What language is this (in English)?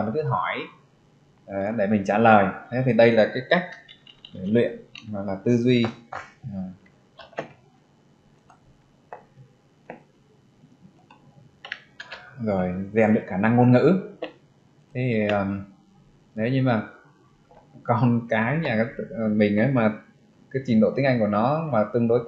Vietnamese